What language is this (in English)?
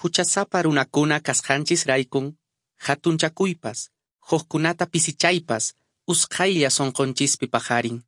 Quechua